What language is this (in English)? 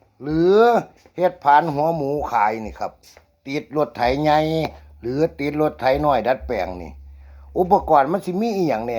Northeastern Thai